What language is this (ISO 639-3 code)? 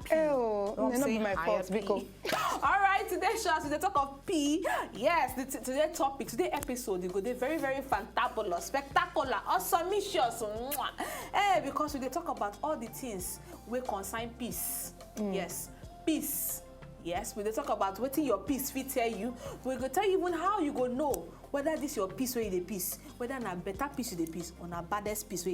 pcm